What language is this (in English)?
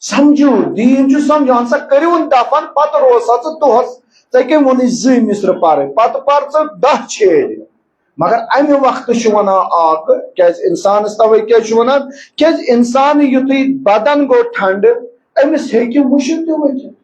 Kashmiri